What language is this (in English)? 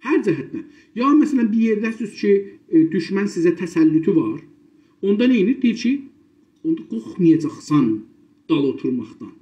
South Azerbaijani